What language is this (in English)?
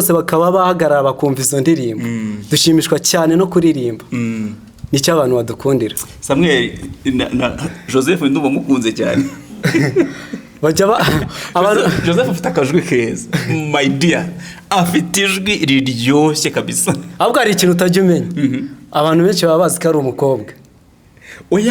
Kinyarwanda